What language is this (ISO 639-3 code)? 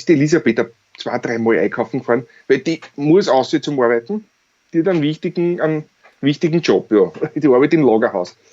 bar